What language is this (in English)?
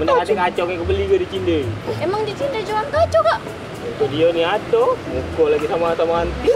Musi